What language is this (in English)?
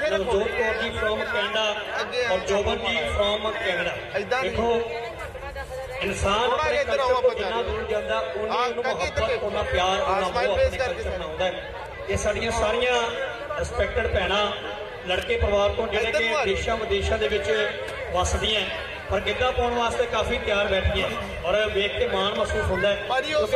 Punjabi